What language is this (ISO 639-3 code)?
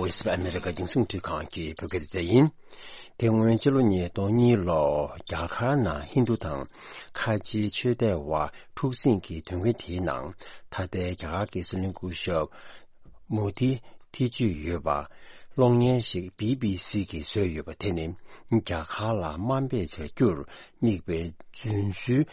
bod